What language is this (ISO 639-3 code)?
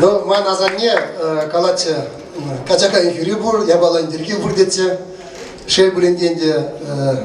chv